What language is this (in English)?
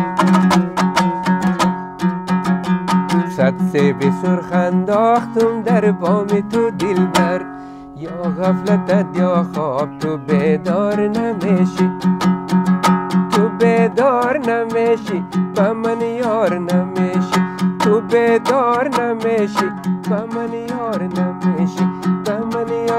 Persian